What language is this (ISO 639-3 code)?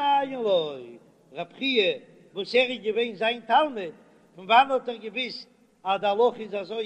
yid